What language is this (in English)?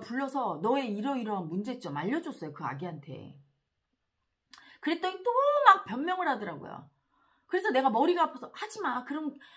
Korean